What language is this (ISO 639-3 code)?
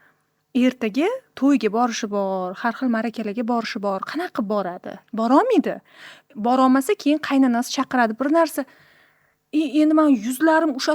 uzb